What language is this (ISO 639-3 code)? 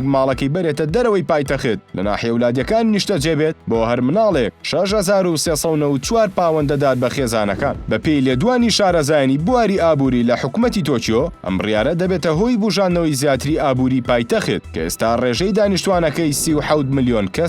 ckb